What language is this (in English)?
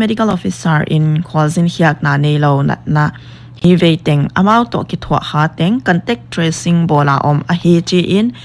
Paite Chin